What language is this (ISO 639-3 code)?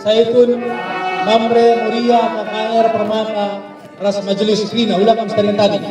btx